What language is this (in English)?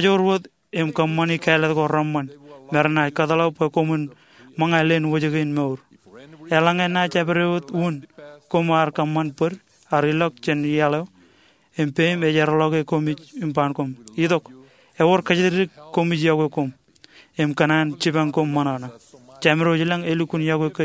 Marshallese